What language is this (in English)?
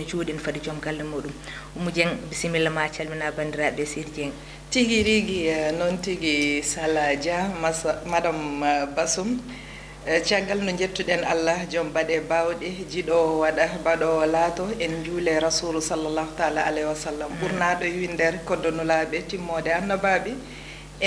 Fula